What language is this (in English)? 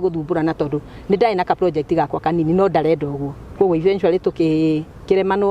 Kikuyu